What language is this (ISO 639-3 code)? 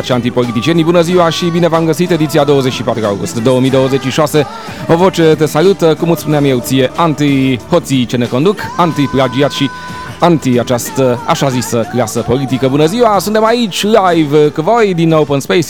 ron